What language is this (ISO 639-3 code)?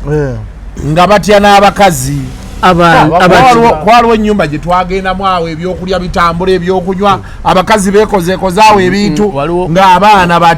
lug